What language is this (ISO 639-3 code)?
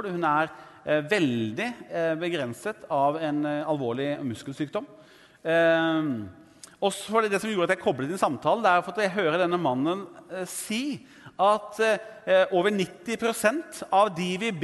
nor